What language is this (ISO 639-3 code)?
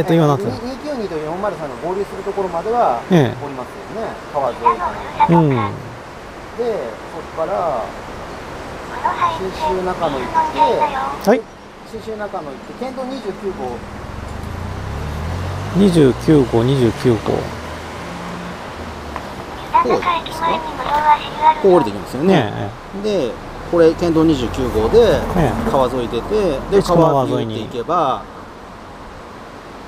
jpn